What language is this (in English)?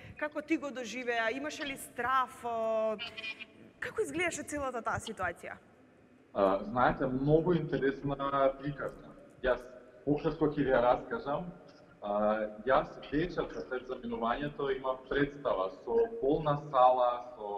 Macedonian